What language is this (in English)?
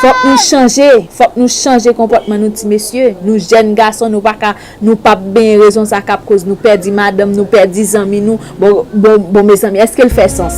Haitian Creole